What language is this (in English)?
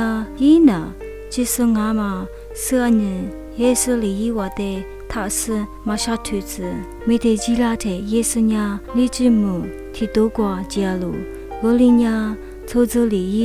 Lisu